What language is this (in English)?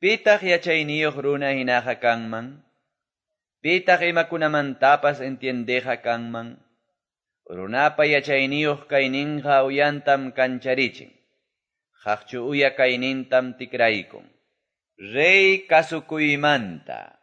Quechua